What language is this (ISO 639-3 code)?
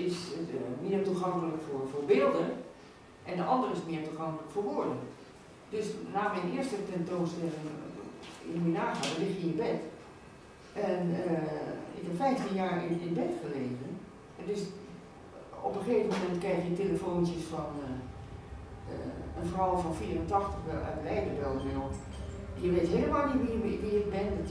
nld